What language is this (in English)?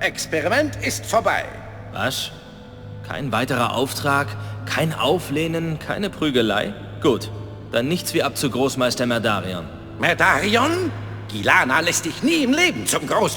Bavarian